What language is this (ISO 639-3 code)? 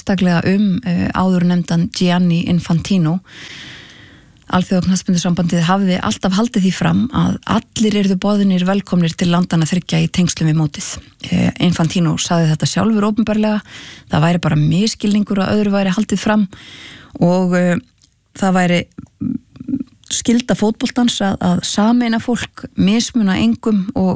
isl